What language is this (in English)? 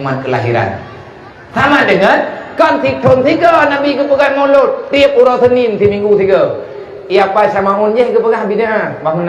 Achinese